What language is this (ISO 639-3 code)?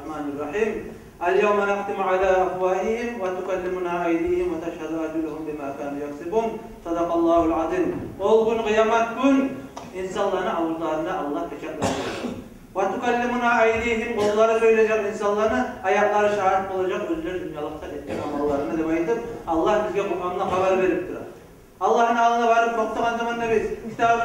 kum